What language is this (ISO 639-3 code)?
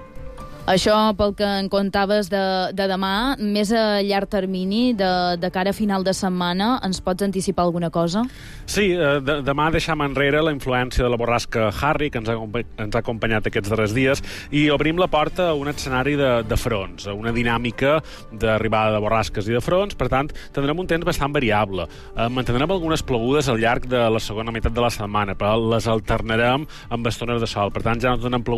cat